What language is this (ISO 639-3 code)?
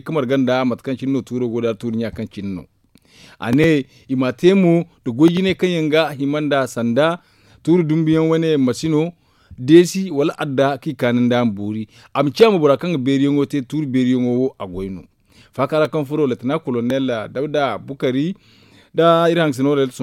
dje